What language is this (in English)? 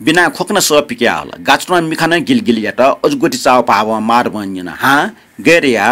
Newari